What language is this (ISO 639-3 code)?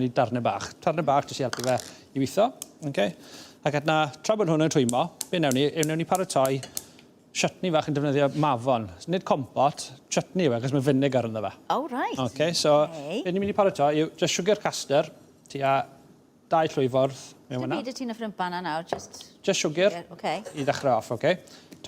cym